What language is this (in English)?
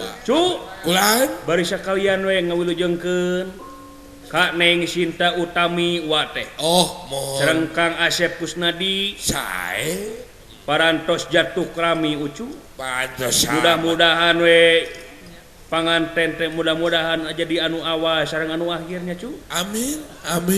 Sundanese